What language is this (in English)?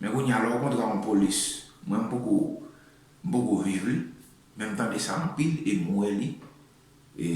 Haitian Creole